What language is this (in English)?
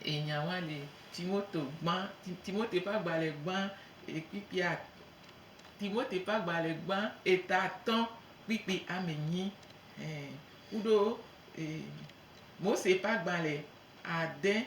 Gen